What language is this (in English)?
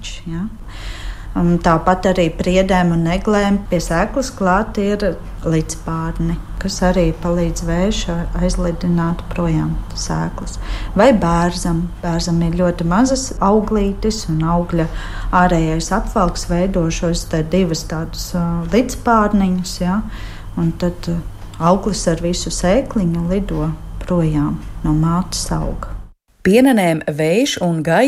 Latvian